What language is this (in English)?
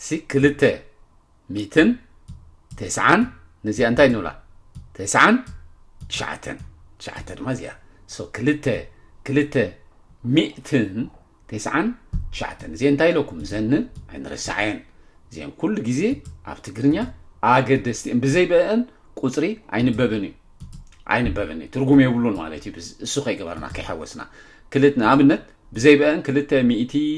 Tigrinya